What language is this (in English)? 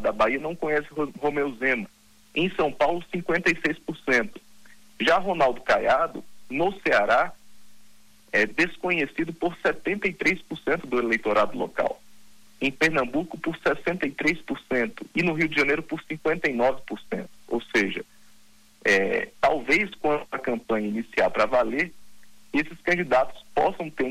Portuguese